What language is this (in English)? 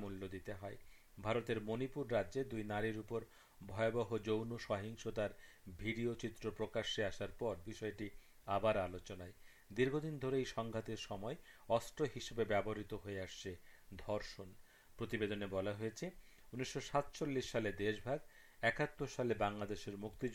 Bangla